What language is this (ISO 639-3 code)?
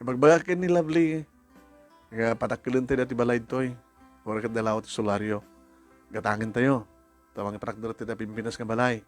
ilo